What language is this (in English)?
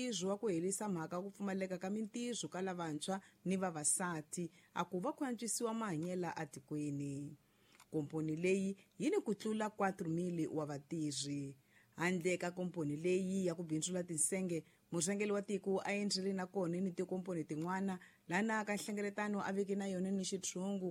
Tsonga